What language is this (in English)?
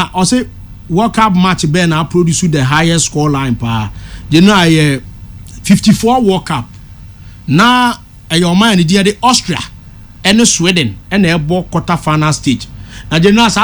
Akan